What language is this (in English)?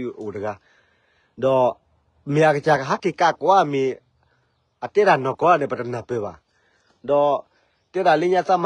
S'gaw Karen